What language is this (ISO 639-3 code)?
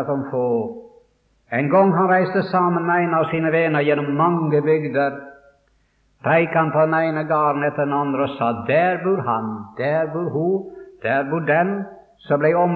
nor